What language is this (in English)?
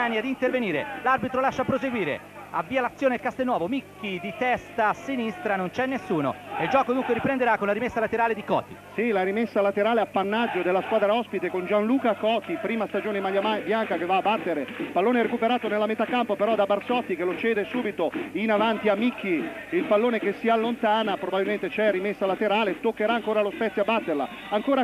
Italian